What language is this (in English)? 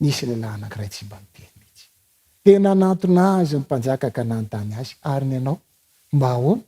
Malagasy